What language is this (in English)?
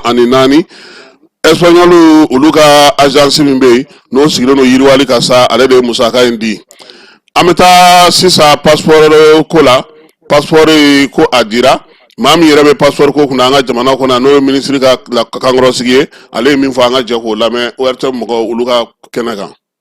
Bambara